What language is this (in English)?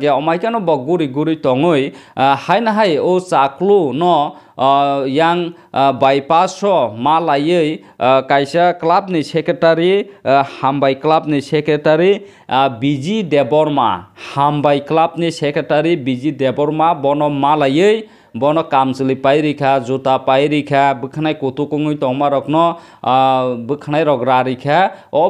Kok Borok